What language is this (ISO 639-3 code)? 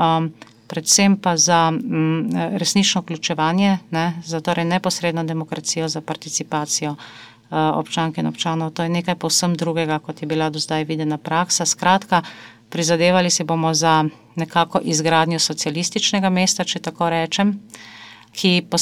slv